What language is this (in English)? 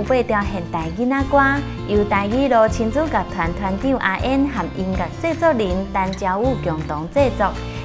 Min Nan Chinese